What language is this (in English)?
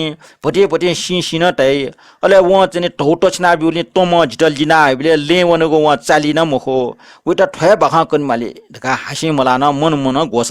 Newari